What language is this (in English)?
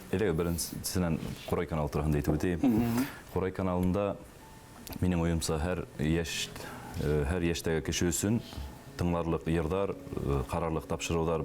Bashkir